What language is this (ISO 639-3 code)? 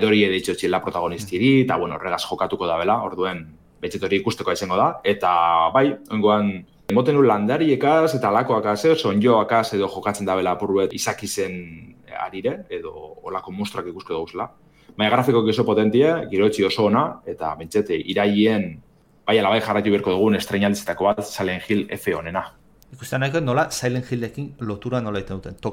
eus